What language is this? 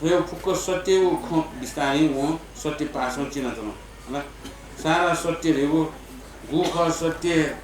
Newari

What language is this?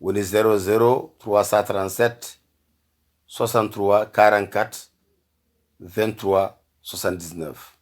Fula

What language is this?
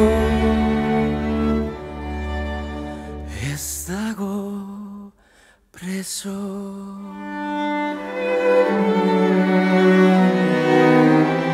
Basque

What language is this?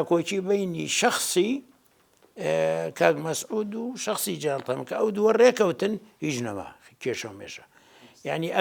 Central Kurdish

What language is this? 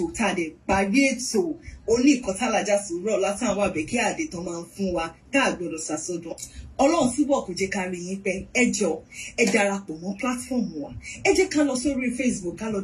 Yoruba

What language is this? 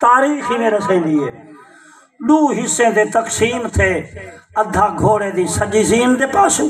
Saraiki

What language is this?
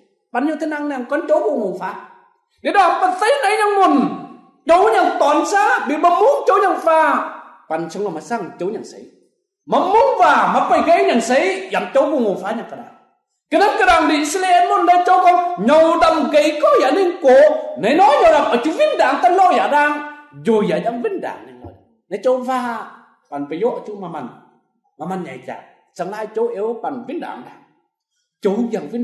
Kim Mun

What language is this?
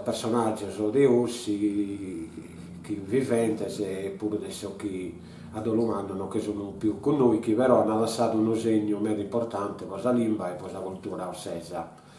Sardinian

